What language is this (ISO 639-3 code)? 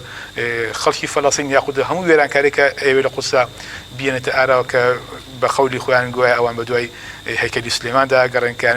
ckb